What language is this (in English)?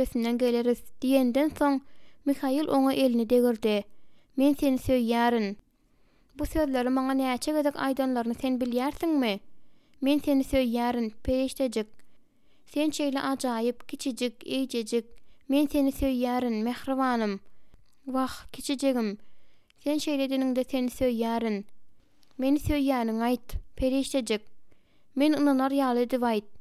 Turkmen